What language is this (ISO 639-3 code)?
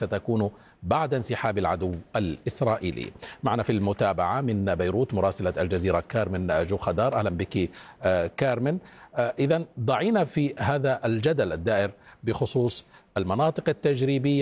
ara